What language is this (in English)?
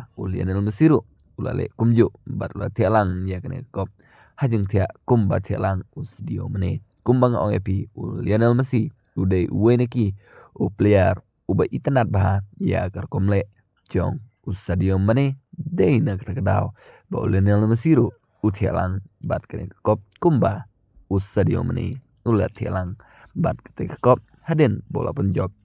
Khasi